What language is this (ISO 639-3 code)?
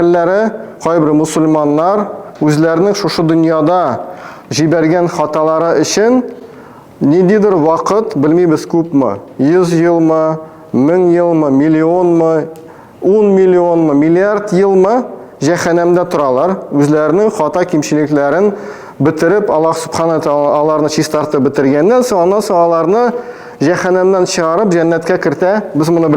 tat